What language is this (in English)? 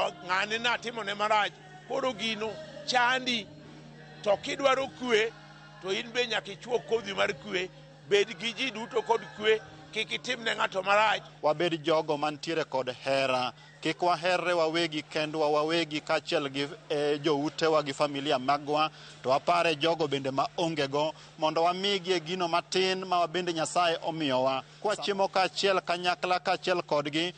Luo (Kenya and Tanzania)